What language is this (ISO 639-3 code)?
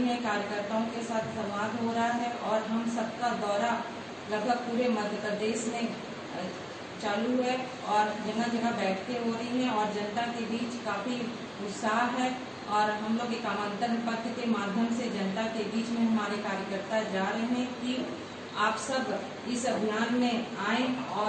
hin